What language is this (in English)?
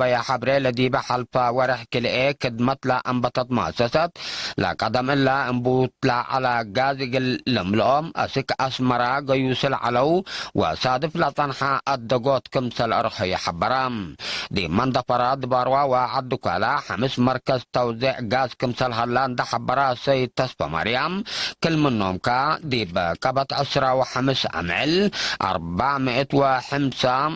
Tigre